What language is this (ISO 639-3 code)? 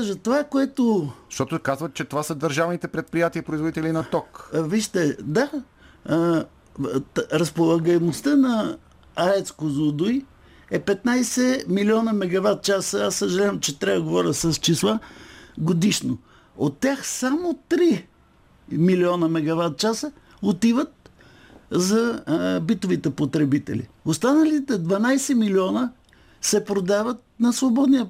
bul